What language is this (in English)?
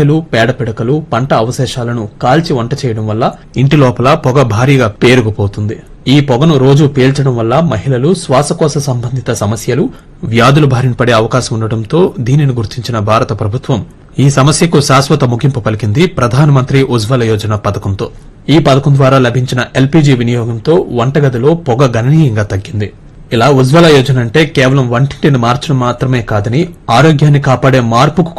Telugu